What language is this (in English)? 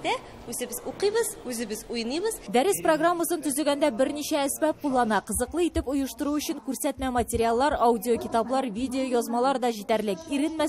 Tatar